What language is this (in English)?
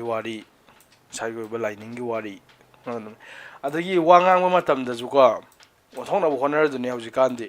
Manipuri